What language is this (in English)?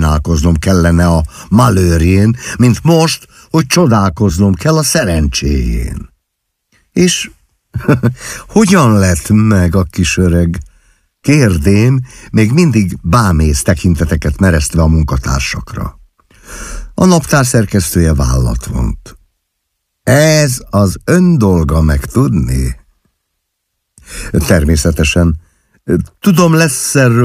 Hungarian